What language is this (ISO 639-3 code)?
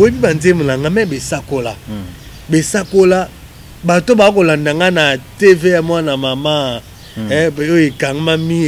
lin